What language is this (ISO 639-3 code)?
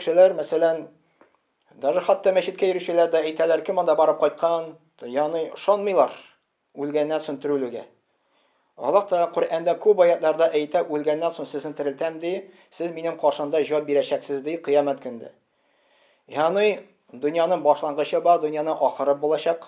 tat